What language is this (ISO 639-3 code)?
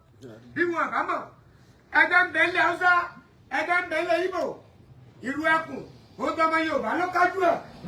yor